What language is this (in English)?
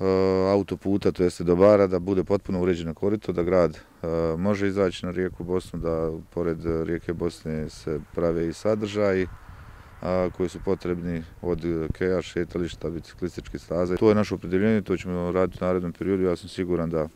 Bosnian